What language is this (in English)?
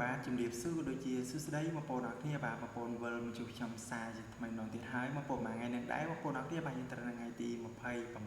Khmer